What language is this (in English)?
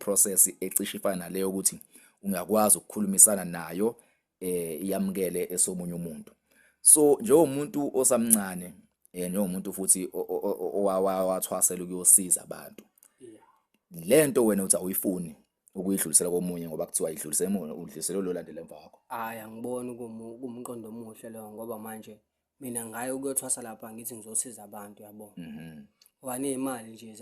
Zulu